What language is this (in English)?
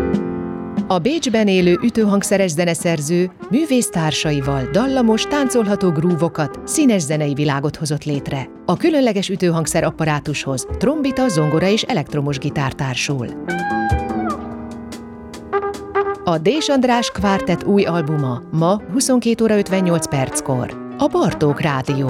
Hungarian